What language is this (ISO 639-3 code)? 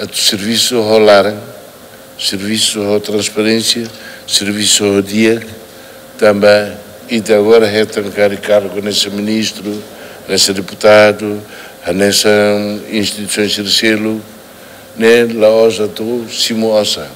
tet